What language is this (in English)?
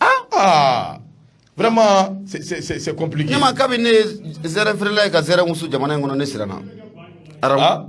Bambara